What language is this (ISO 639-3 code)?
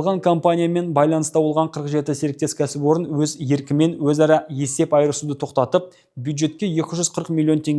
kaz